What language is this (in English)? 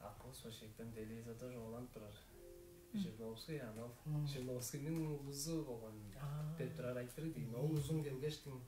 Tuvinian